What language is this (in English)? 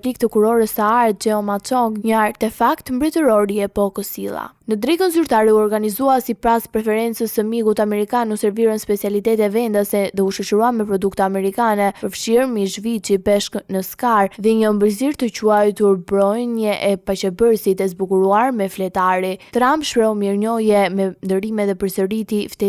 Albanian